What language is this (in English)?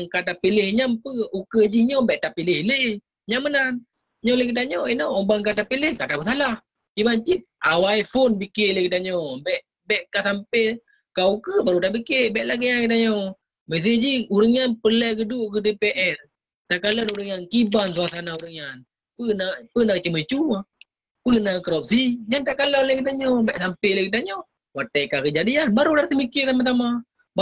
Achinese